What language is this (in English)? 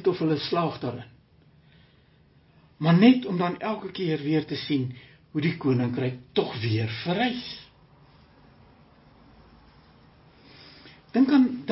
Afrikaans